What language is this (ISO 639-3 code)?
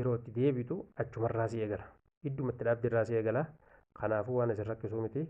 orm